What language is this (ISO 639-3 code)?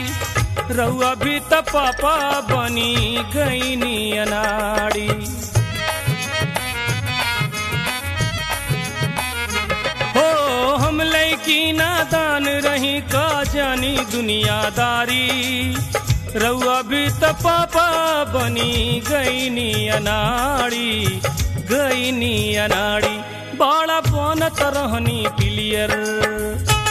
bho